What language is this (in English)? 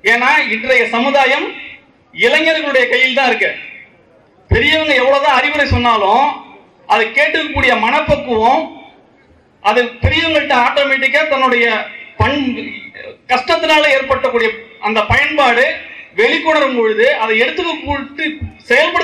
Tamil